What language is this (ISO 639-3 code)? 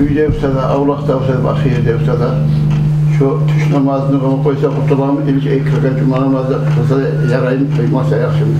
kum